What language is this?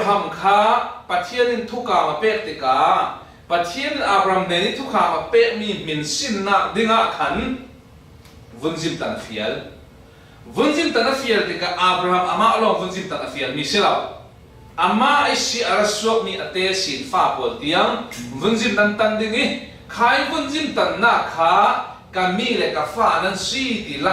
Falam Chin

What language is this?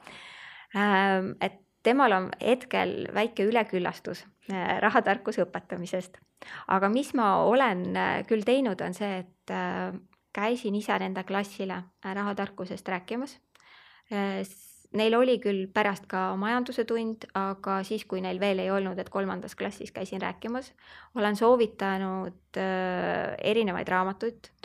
Estonian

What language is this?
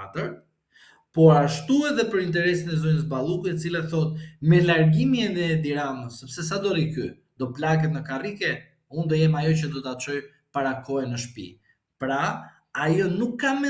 Albanian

